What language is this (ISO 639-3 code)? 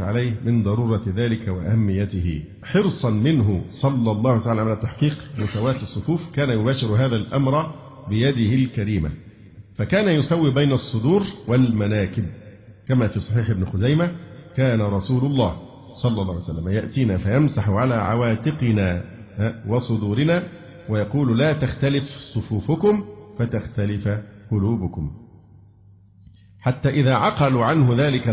ara